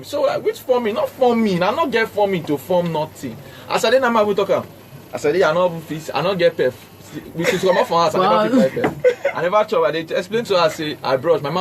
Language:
Nigerian Pidgin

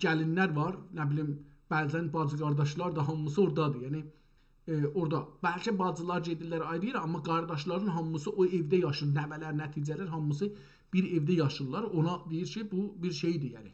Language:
South Azerbaijani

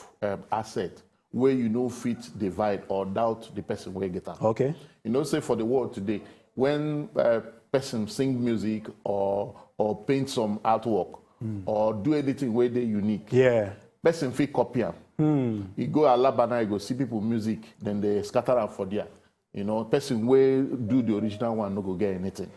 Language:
Nigerian Pidgin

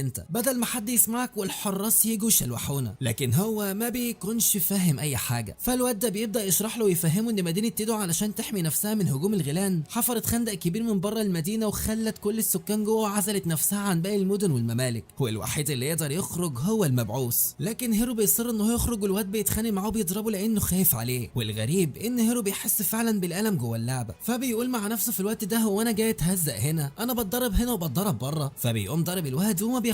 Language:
Egyptian Arabic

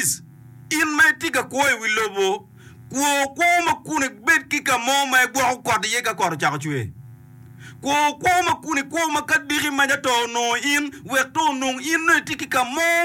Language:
Acoli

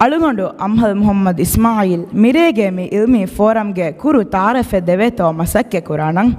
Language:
Divehi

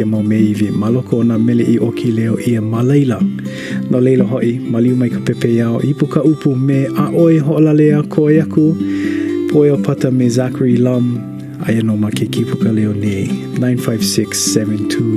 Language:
Hawaiian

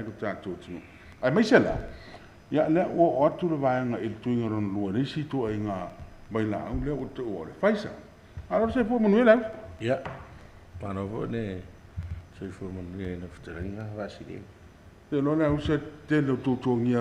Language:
Samoan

